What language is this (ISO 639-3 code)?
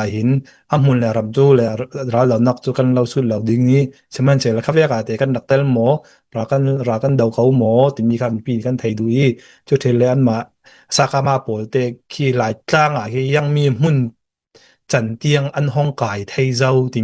cfm